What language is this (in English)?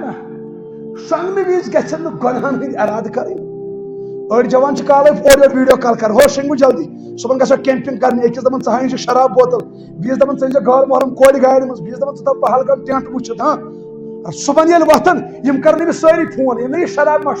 Kashmiri